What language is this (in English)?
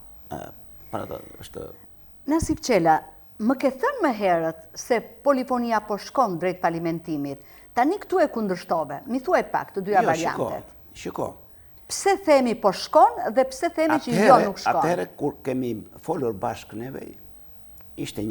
Albanian